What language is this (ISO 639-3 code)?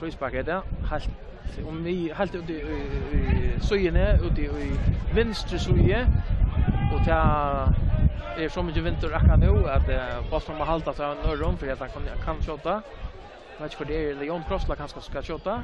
fao